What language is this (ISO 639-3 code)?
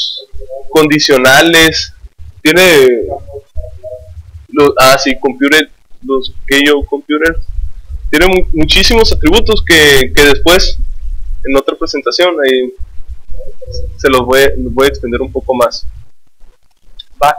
spa